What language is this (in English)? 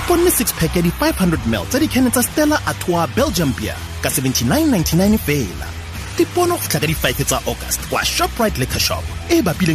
Tswana